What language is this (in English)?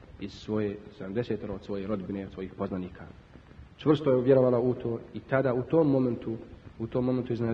Bosnian